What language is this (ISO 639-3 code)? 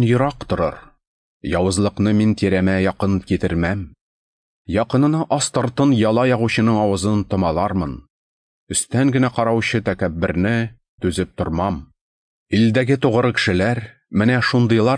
tat